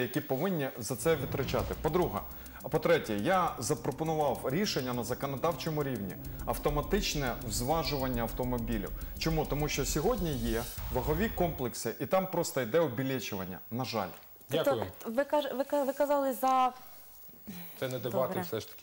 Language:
Ukrainian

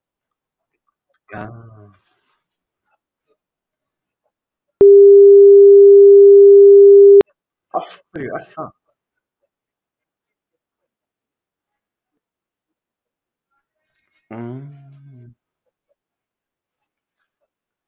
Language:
Icelandic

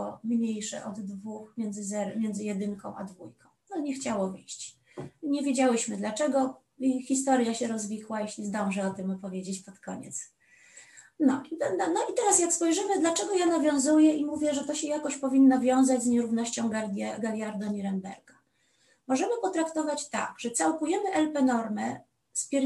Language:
Polish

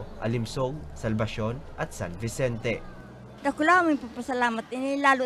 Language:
Bikol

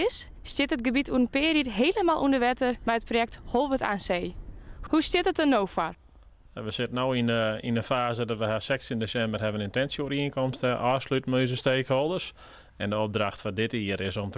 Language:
Western Frisian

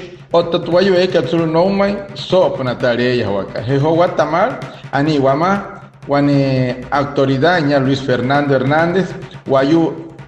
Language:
Wayuu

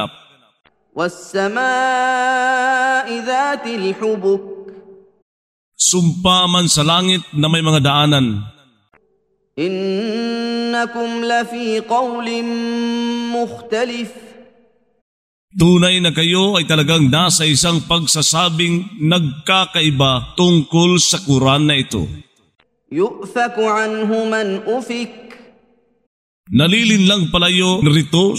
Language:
Filipino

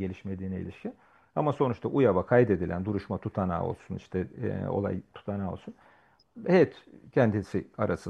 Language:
Turkish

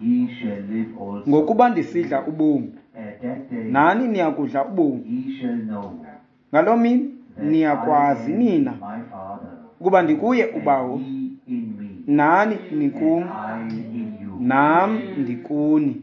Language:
Xhosa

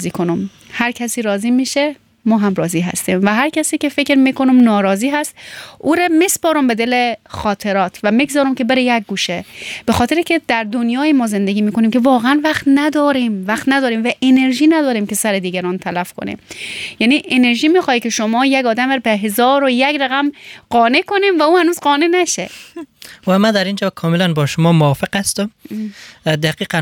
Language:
Persian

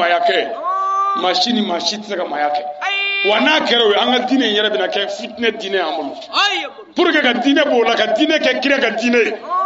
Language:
Bambara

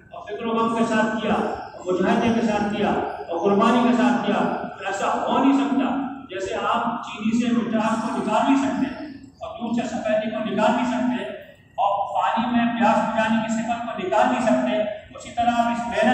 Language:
Urdu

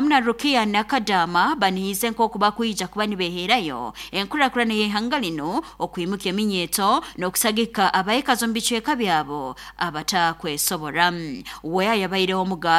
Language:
Nyoro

